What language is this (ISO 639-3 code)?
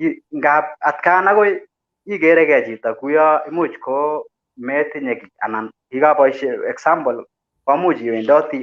kln